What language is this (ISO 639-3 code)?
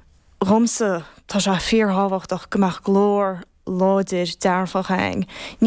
gle